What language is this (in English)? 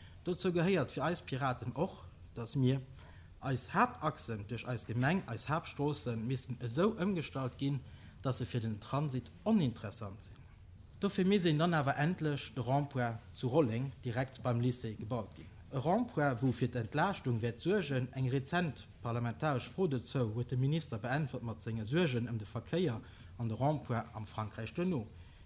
Luxembourgish